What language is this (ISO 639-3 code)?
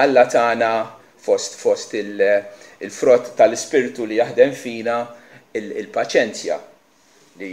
mlt